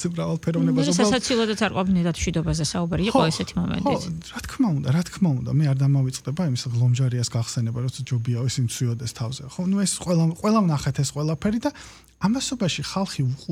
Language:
Georgian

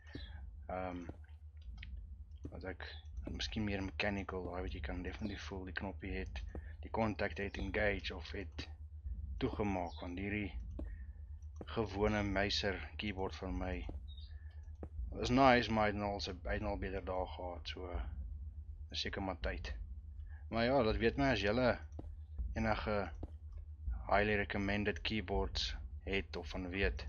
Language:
Afrikaans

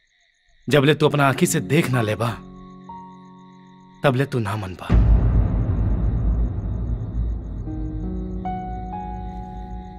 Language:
Bhojpuri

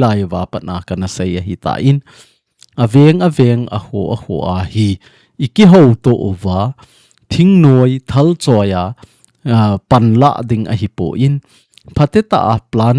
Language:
Thado Chin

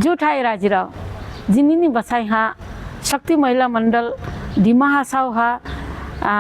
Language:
Dimasa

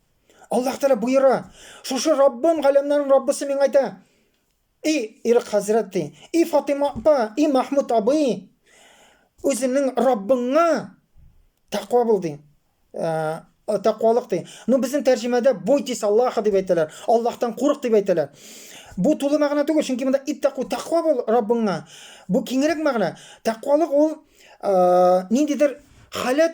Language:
Tatar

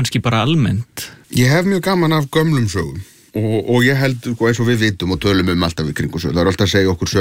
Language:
Icelandic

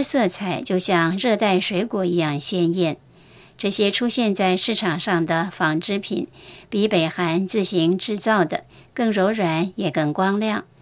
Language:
Chinese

